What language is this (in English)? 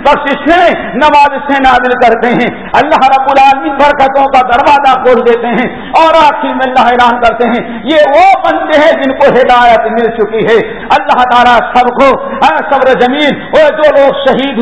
Urdu